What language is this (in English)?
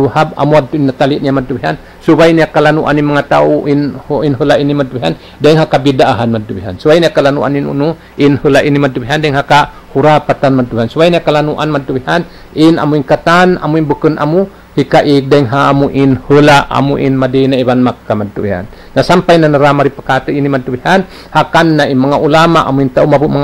Tausug